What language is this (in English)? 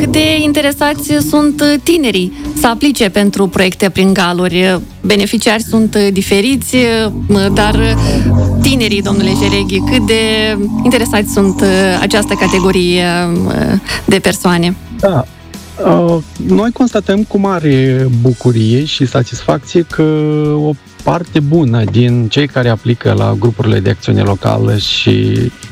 Romanian